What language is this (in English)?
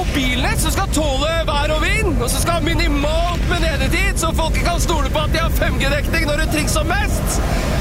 Norwegian